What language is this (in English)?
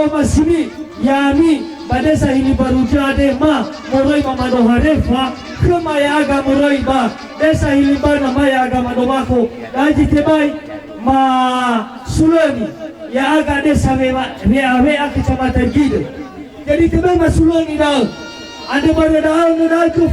Nias